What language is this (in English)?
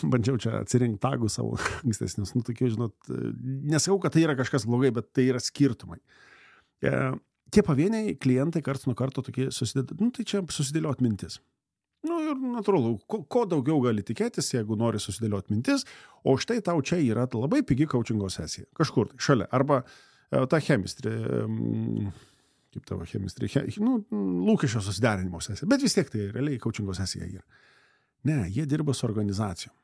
Lithuanian